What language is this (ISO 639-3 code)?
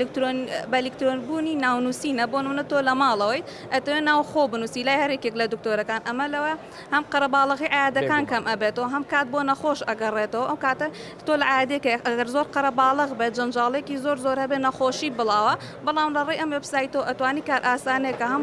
ckb